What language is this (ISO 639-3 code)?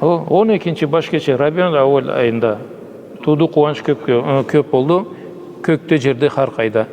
krc